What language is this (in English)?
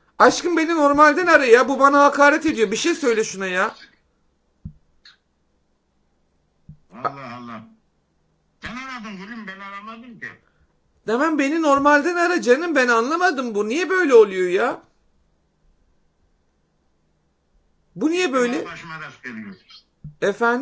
Turkish